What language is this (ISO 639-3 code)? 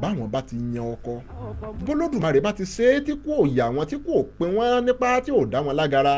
yor